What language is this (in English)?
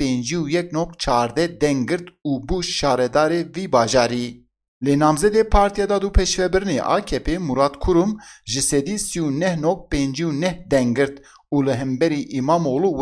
Kurdish